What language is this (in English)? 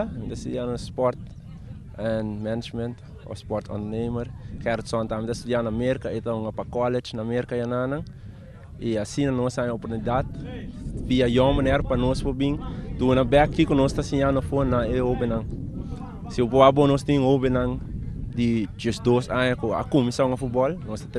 Papiamento